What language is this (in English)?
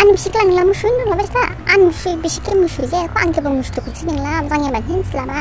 Dimasa